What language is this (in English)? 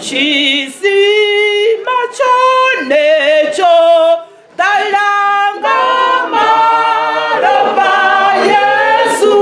Venda